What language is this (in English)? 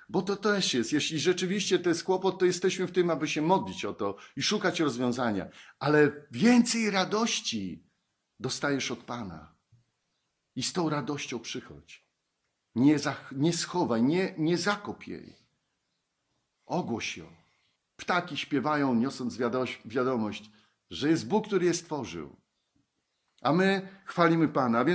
Polish